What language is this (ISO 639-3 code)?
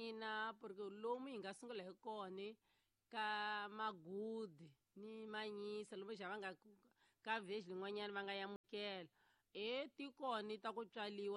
tso